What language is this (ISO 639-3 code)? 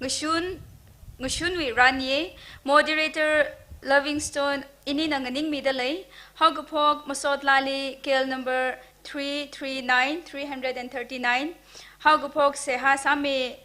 nmf